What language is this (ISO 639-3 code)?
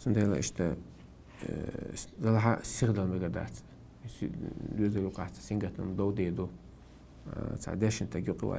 che